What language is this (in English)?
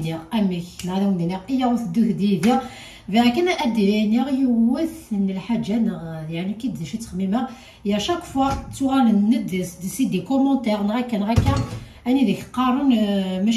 Kabyle